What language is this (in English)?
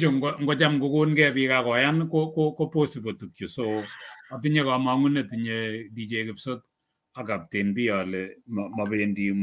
Kalenjin